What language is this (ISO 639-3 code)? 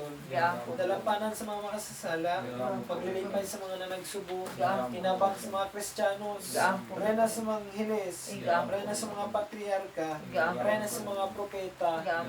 ceb